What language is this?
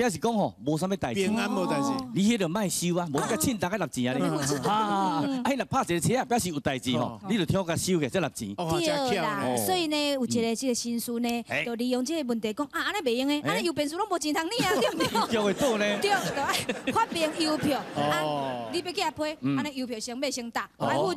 Min Nan Chinese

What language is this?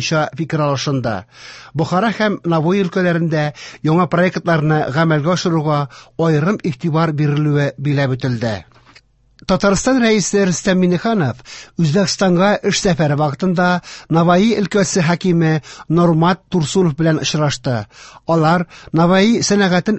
Tatar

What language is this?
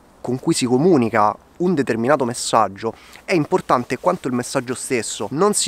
Italian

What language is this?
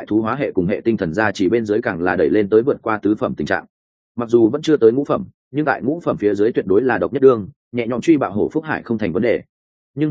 Vietnamese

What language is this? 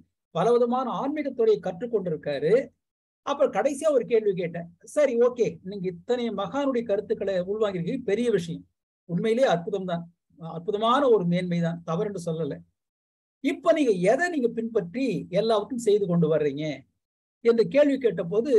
Tamil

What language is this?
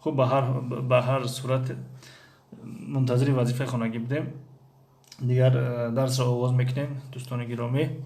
Tajik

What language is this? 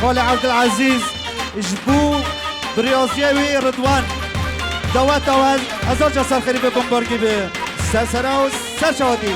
Kurdish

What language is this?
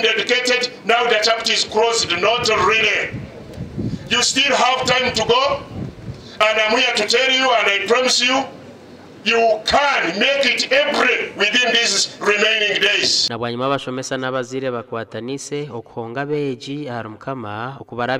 Nyankole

